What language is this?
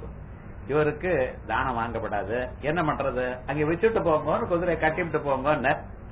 Tamil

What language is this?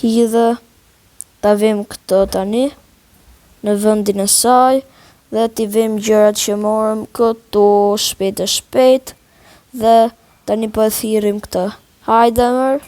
Albanian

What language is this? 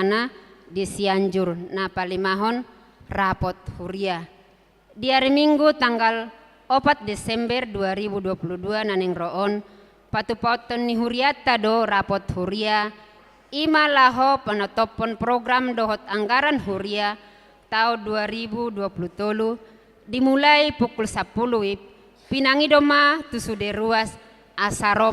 Batak Toba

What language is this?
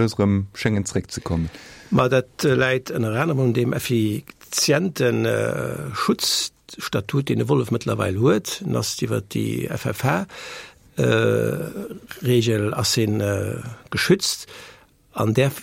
Luxembourgish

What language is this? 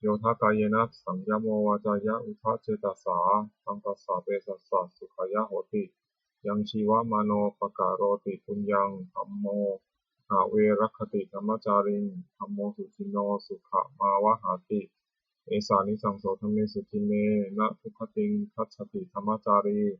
Pali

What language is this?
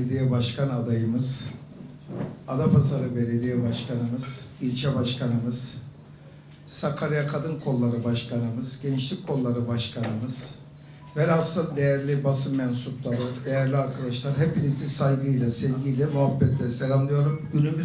Turkish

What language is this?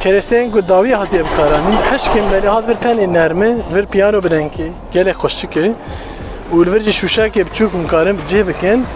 Kurdish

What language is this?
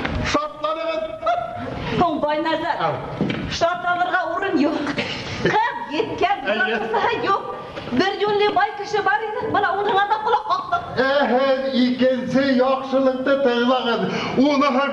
Bashkir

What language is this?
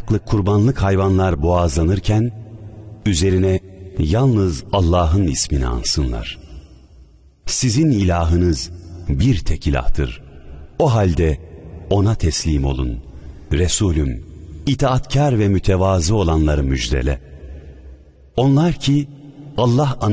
Turkish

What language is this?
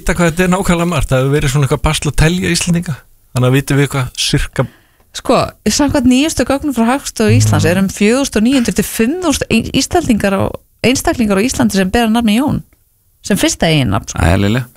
Icelandic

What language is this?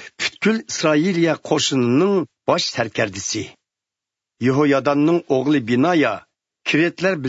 Uyghur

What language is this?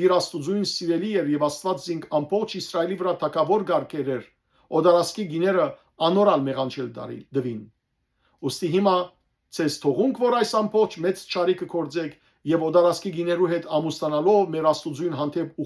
Western Armenian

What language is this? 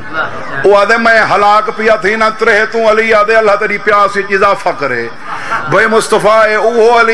Urdu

